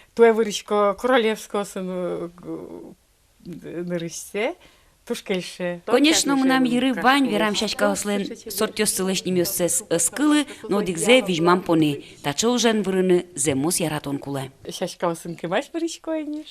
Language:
Udmurt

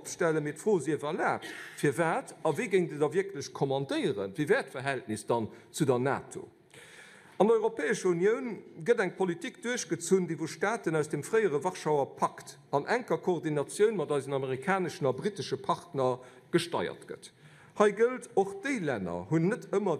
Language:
Luxembourgish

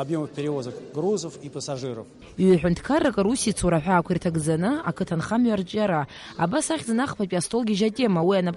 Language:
Abkhazian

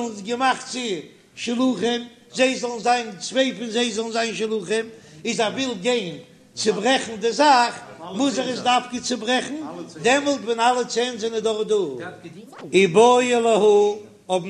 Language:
Yiddish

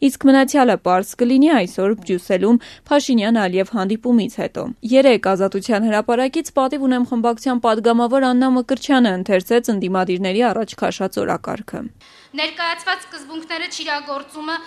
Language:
Armenian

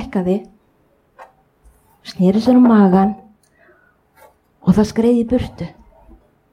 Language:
Icelandic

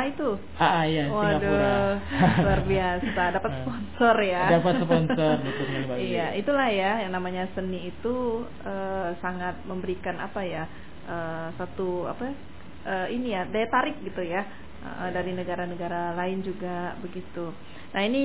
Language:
Indonesian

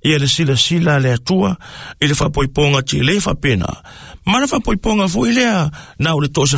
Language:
Samoan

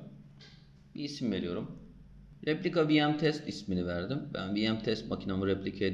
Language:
Turkish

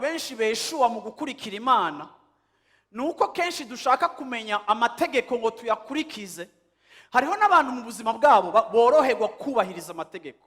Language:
Rundi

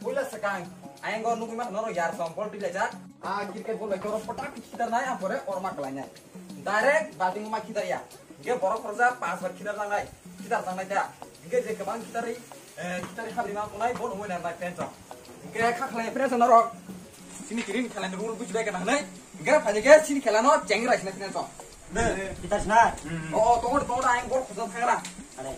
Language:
Kok Borok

